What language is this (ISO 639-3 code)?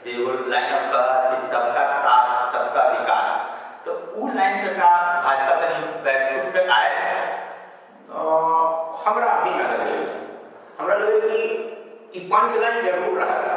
mag